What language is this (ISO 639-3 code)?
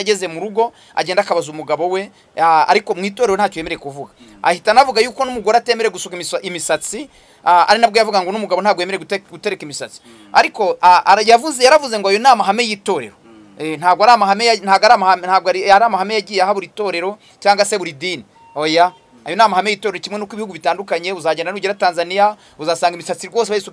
kin